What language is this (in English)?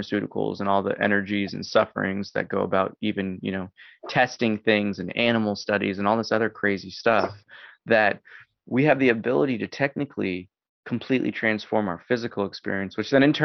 English